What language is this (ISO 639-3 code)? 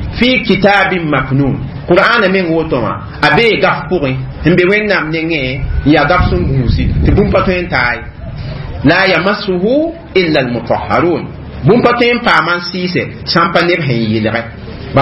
mos